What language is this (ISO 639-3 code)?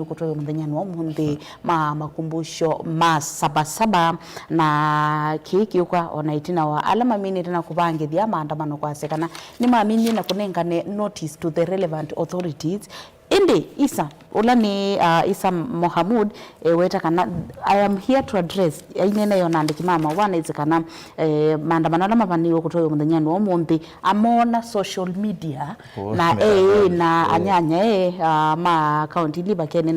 kam